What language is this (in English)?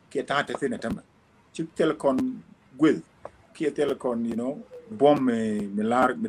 Nuer